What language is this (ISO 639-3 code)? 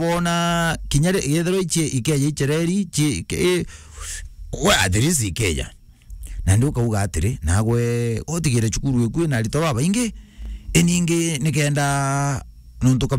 mer